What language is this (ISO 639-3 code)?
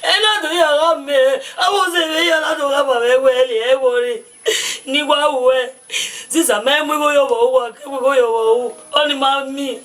bin